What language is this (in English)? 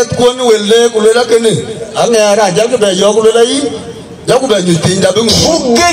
Dinka